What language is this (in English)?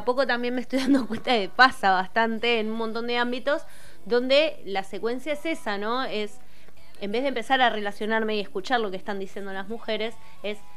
Spanish